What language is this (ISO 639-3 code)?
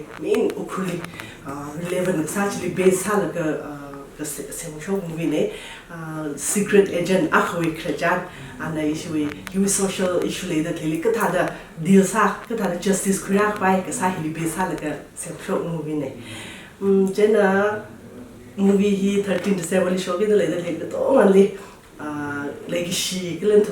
nmf